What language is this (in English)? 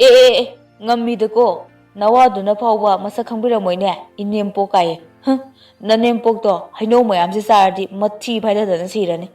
Manipuri